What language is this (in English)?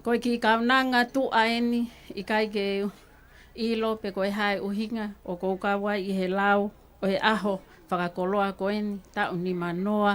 Tongan